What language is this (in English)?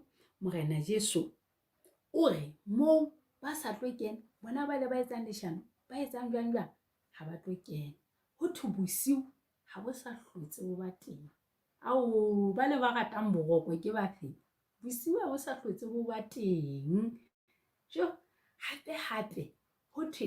Southern Sotho